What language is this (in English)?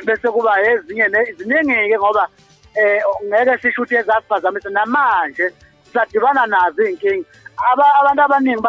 Zulu